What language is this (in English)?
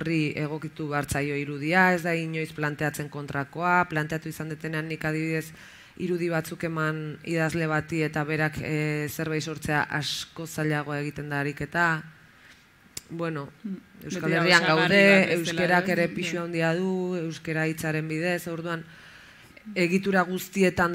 Basque